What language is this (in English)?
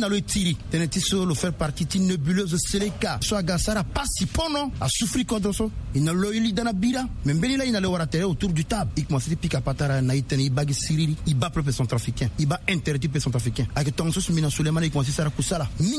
Sango